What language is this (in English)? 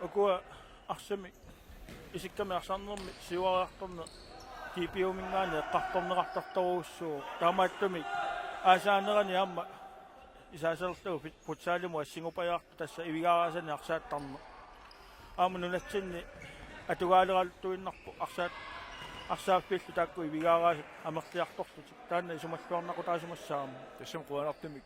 Kalaallisut